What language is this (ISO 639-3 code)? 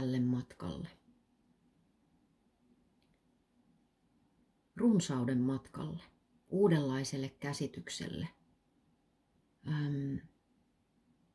fin